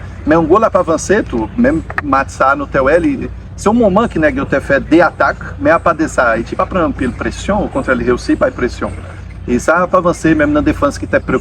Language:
Haitian Creole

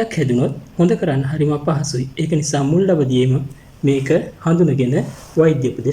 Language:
Sinhala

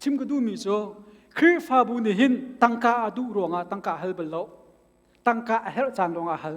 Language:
Hakha Chin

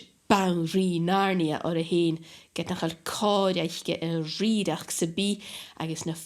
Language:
Scottish Gaelic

